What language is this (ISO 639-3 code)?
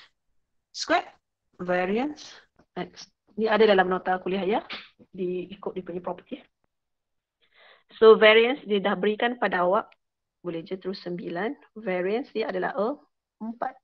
msa